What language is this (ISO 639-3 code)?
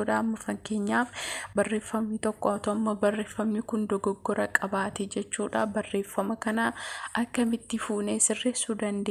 orm